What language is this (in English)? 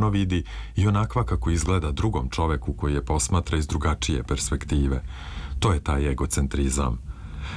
Serbian